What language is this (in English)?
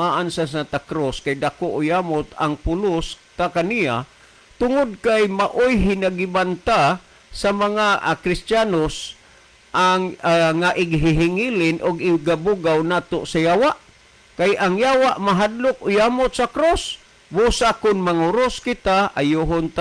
Cebuano